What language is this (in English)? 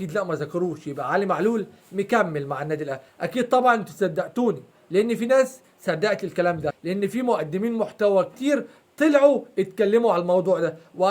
Egyptian Arabic